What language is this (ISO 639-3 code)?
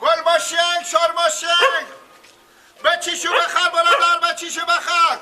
fas